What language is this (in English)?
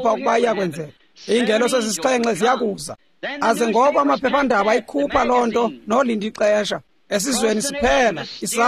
Xhosa